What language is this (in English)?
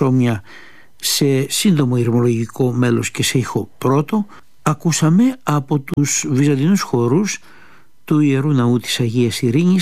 Greek